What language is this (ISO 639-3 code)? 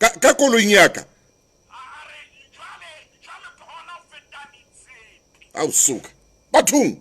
sot